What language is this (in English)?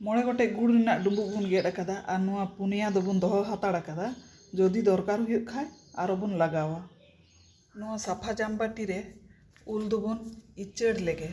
Santali